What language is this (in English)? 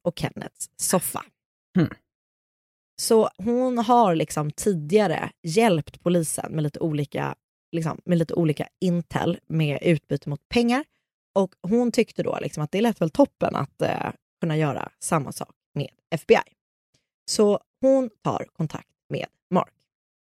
Swedish